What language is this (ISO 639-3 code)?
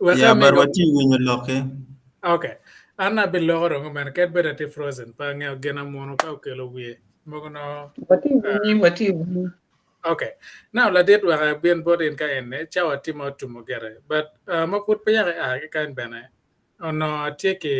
ach